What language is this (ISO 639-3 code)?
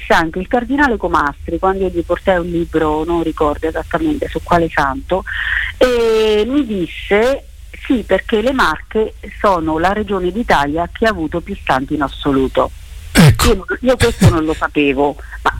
ita